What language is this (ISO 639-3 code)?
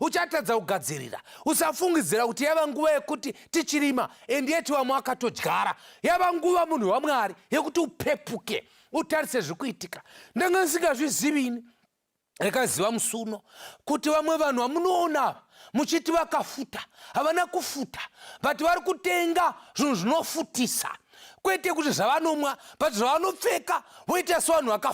sna